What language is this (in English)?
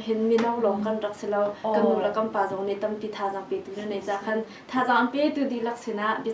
Hakha Chin